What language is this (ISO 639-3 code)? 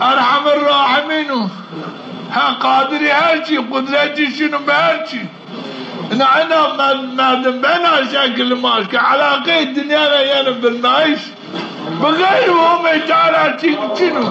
zza